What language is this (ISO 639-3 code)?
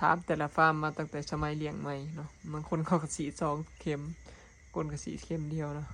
lao